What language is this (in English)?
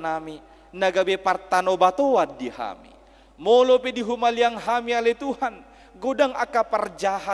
Batak Toba